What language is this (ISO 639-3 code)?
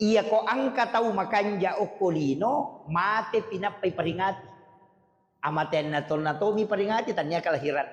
bug